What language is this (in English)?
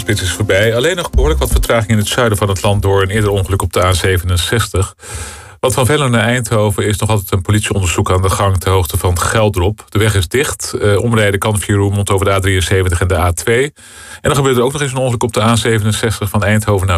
Dutch